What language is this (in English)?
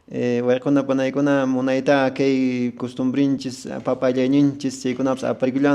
Quechua